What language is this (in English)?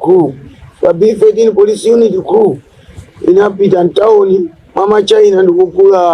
Nyanja